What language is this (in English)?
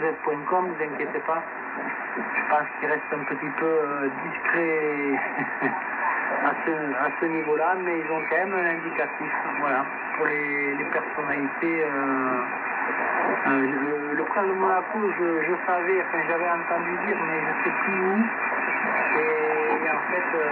French